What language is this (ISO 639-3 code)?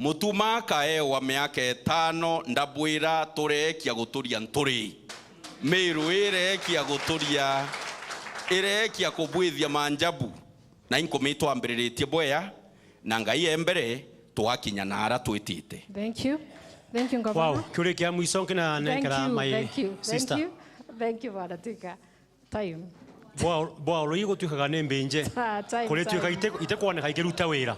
mer